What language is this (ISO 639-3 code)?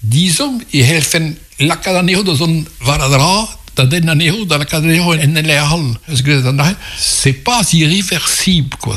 bre